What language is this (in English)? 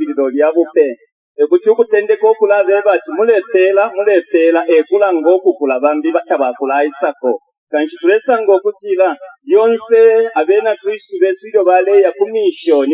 Bemba